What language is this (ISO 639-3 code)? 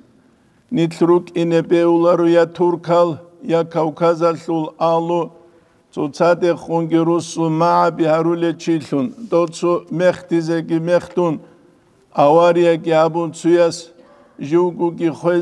ava